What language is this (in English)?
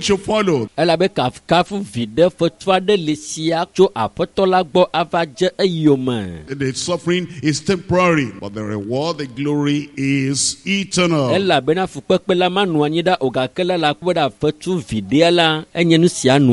Ewe